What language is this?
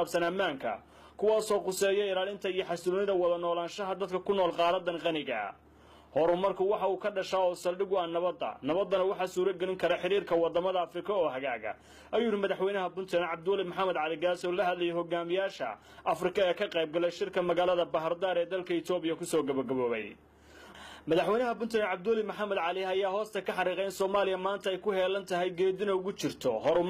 Somali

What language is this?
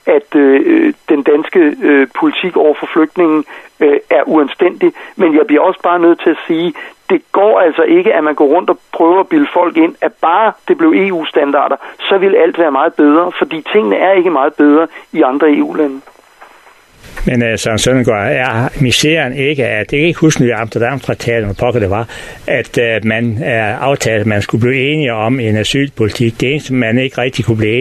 Danish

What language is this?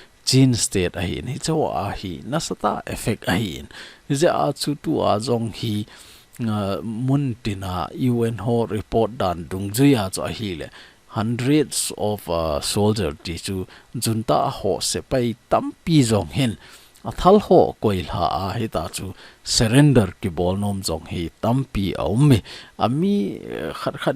Thado Chin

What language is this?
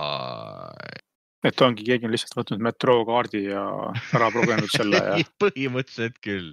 Estonian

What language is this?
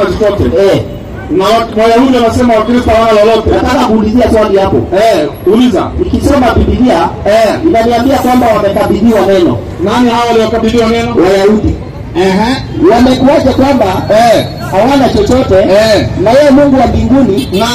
Swahili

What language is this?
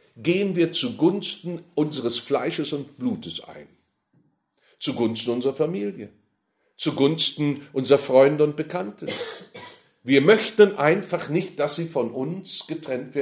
German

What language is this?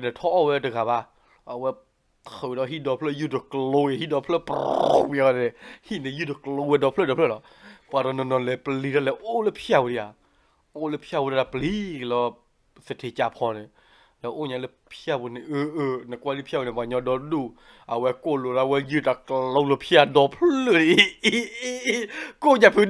S'gaw Karen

